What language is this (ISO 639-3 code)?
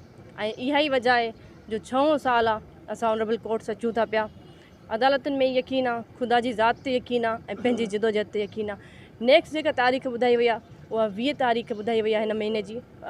snd